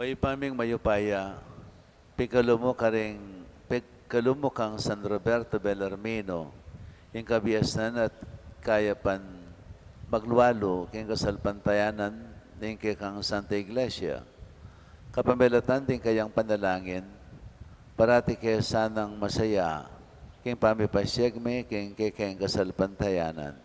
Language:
Pampanga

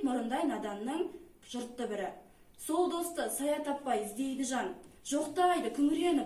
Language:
Kazakh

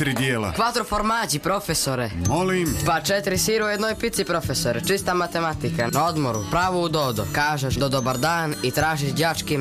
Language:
Croatian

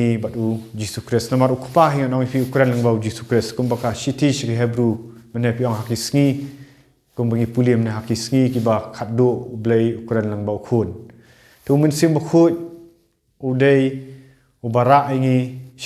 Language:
Khasi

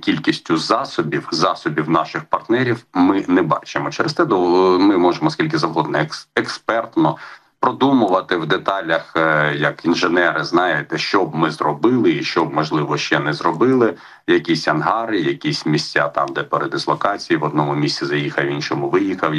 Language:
Ukrainian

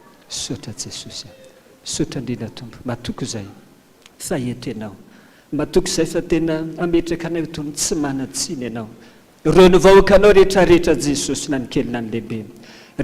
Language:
Malagasy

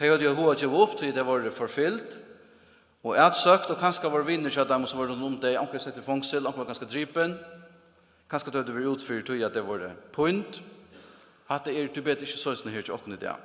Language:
Faroese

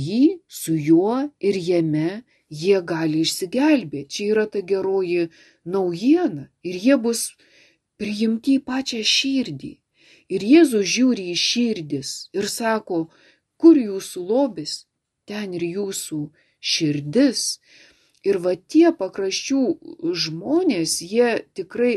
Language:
Lithuanian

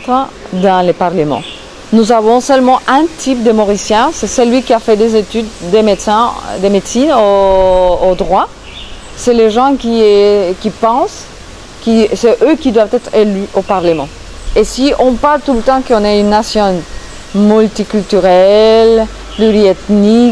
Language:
French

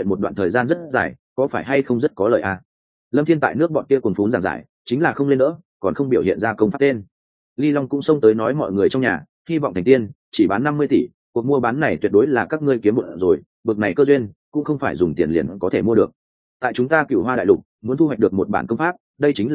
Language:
Vietnamese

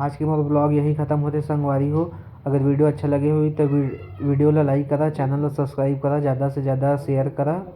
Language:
Chhattisgarhi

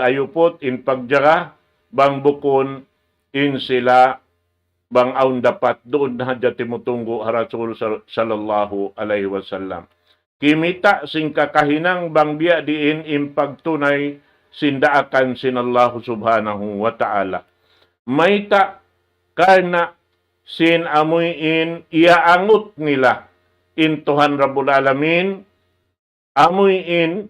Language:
Tausug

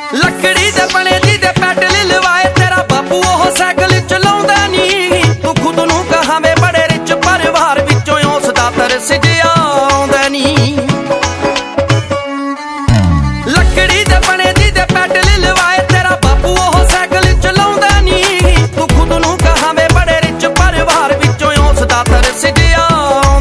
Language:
Punjabi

